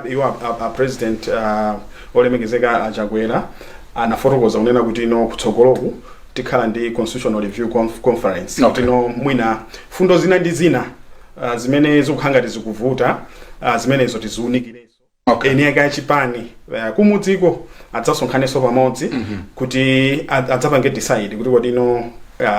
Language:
Nyanja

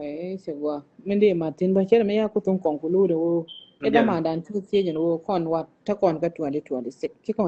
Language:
Nuer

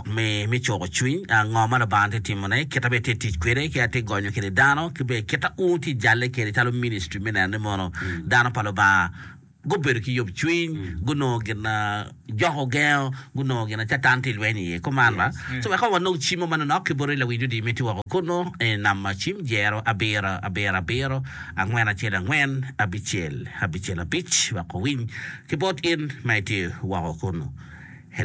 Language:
Acoli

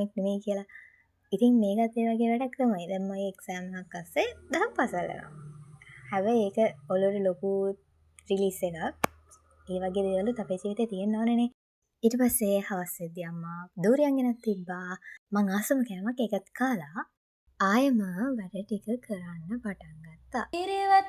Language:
Sinhala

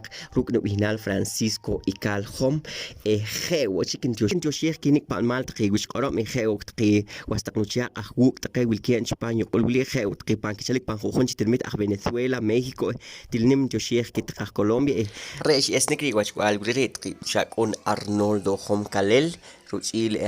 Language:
Poqomchi'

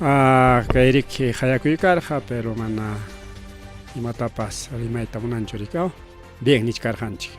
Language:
Ayacucho Quechua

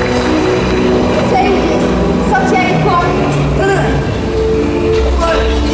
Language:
Japanese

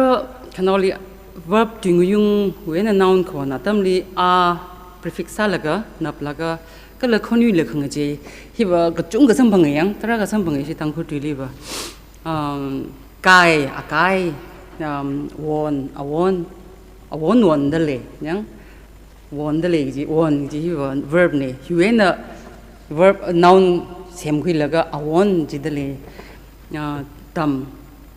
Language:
Tangkhul Naga (India)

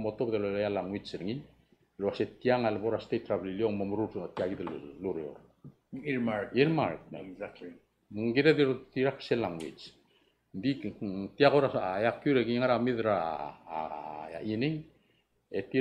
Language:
Palauan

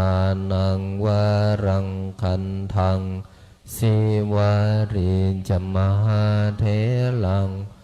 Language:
Pali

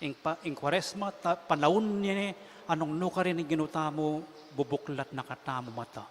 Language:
Pampanga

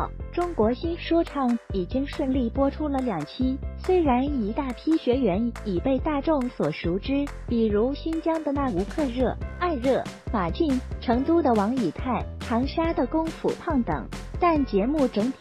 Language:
Chinese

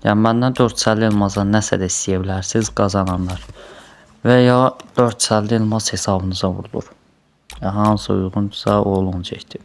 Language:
Azerbaijani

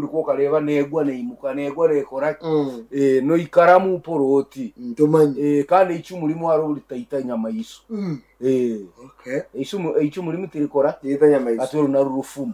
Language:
Nyankole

